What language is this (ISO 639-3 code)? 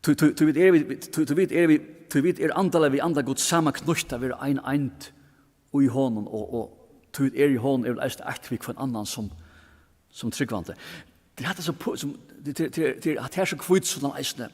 fao